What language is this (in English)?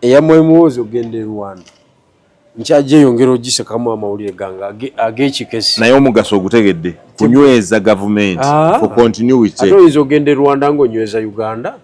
Ganda